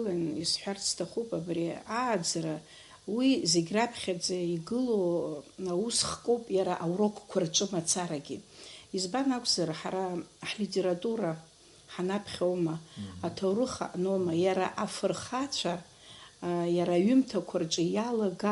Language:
Abkhazian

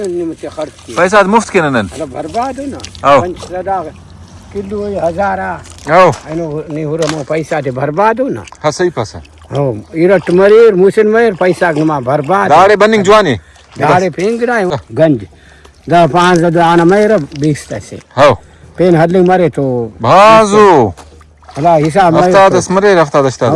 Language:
Brahui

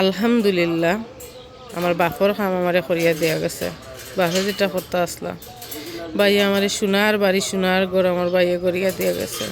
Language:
Sylheti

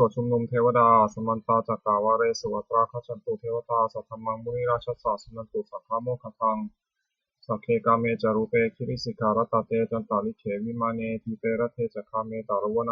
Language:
Pali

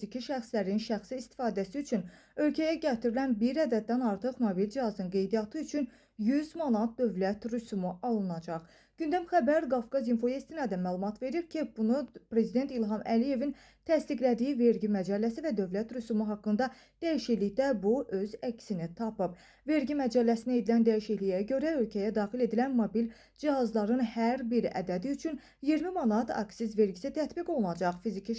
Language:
Azerbaijani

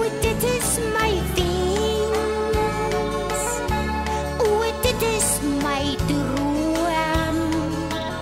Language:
Afrikaans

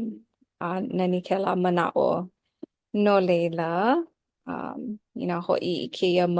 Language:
Hawaiian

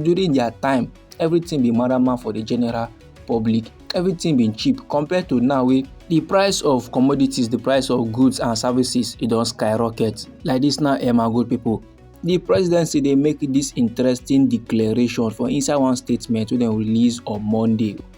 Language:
Nigerian Pidgin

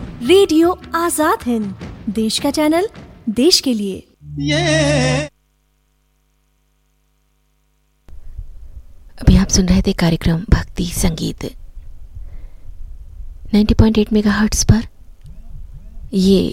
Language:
Hindi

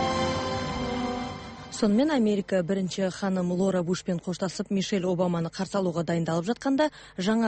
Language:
Kazakh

